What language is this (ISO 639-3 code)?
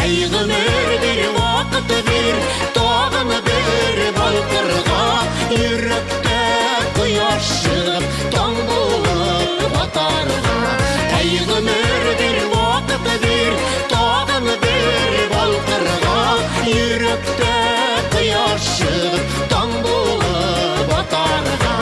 bak